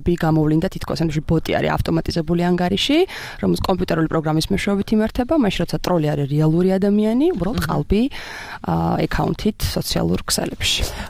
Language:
Georgian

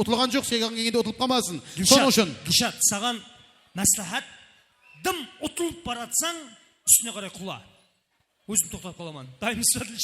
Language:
Kara-Kalpak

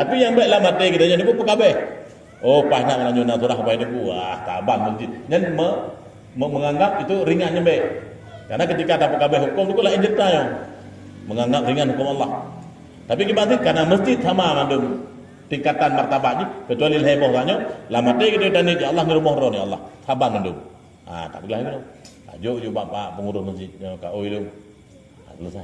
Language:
Achinese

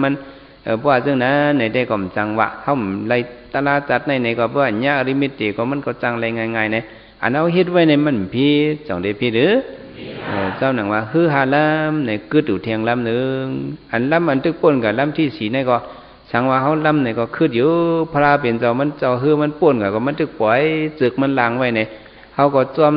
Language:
Shan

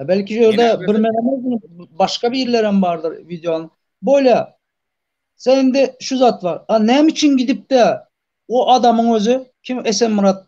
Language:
Turkmen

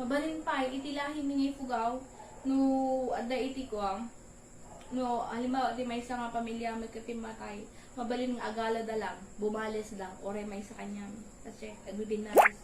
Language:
Iloko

